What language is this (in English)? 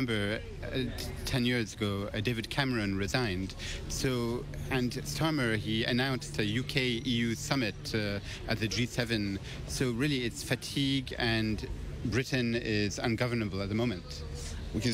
English